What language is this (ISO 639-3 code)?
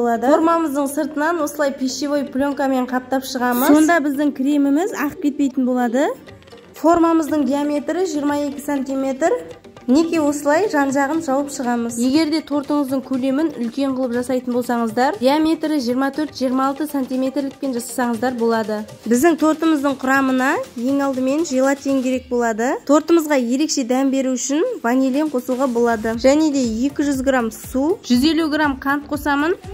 kaz